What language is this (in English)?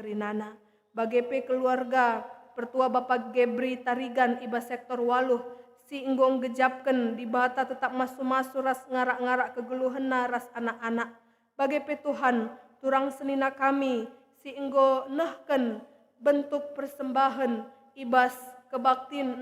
Batak Karo